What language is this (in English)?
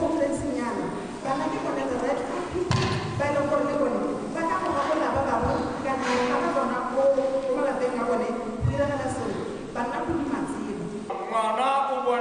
Tswana